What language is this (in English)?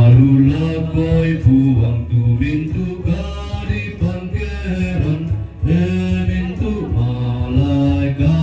Toraja-Sa'dan